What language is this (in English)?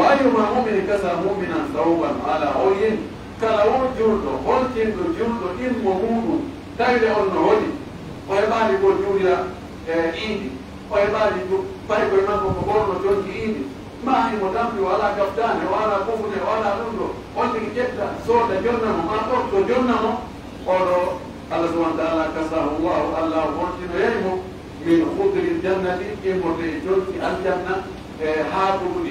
Pular